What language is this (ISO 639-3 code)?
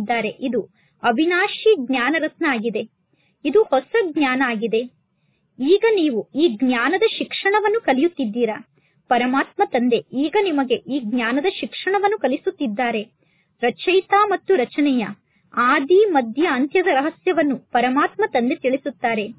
kan